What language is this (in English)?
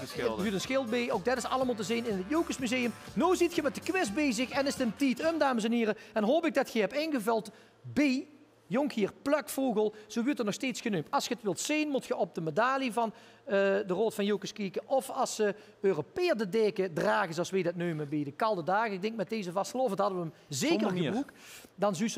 Limburgish